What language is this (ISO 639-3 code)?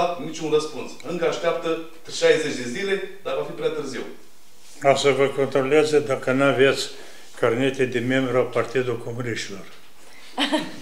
ron